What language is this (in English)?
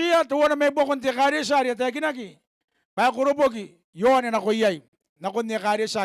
Gilbertese